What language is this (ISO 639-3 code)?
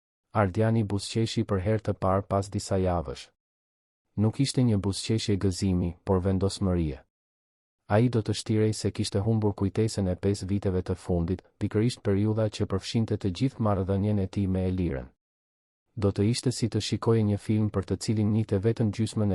sqi